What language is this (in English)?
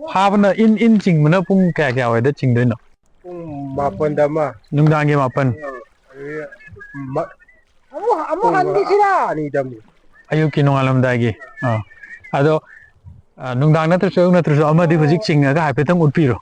Manipuri